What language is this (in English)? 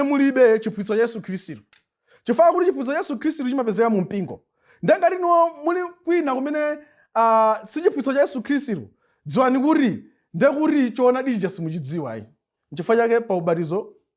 Nyanja